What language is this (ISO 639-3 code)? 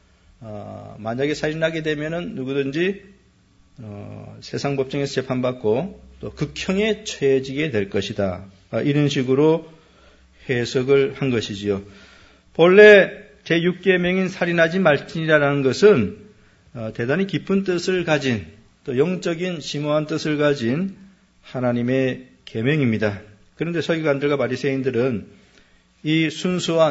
kor